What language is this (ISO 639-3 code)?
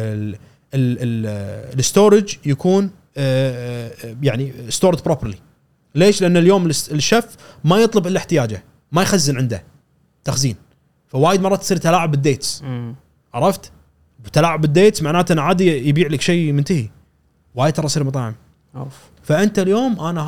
afb